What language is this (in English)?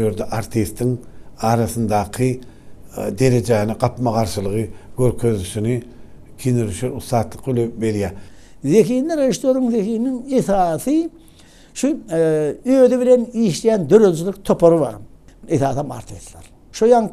Turkmen